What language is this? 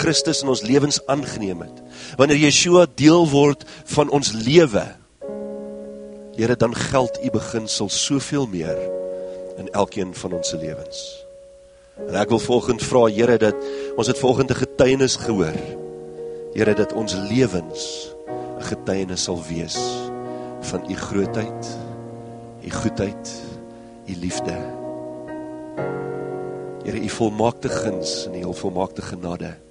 Afrikaans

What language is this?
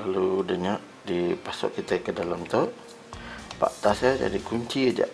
Iban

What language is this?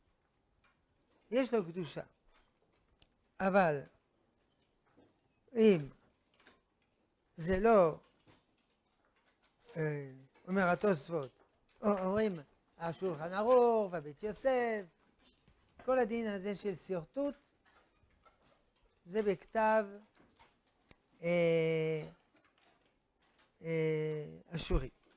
Hebrew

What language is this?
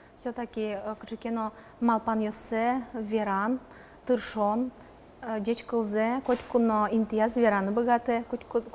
Udmurt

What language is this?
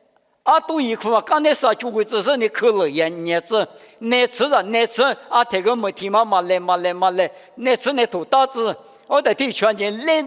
Lisu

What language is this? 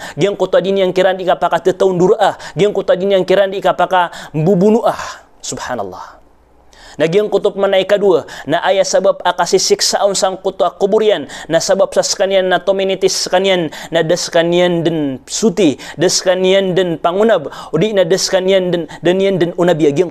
Maranao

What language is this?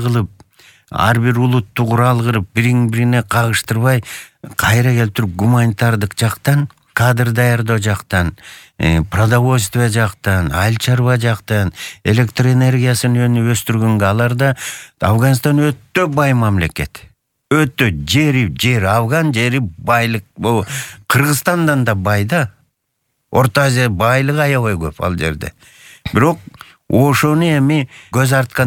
Kyrgyz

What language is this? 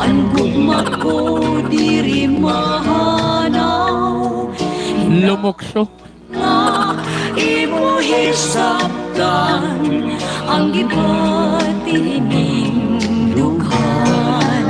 Waray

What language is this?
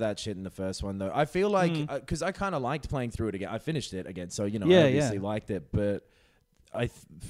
English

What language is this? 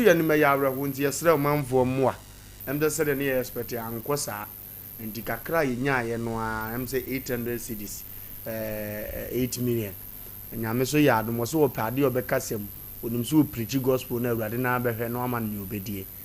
Akan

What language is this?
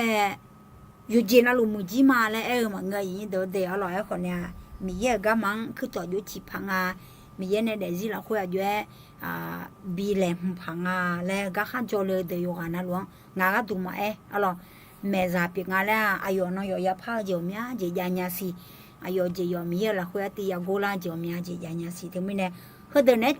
Akha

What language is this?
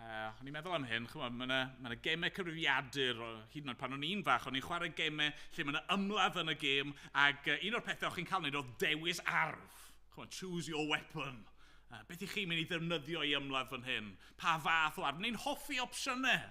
Welsh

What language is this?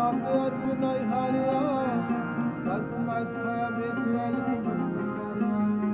Punjabi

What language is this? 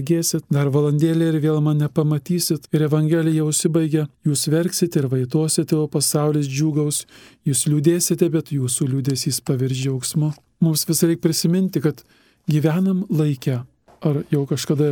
Lithuanian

